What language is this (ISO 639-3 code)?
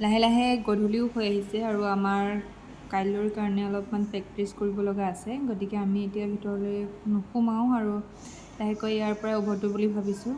asm